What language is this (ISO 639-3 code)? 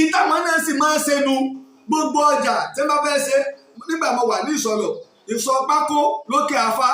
yor